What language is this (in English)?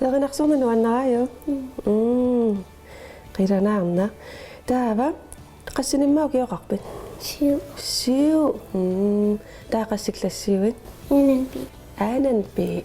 Kalaallisut